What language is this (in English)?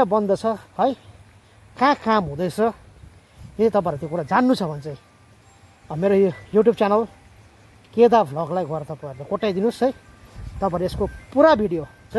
Nepali